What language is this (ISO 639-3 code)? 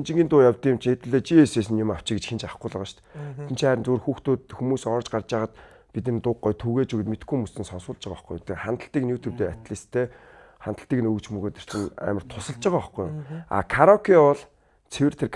mon